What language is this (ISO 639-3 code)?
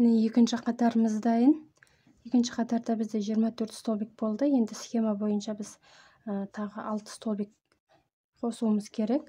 kaz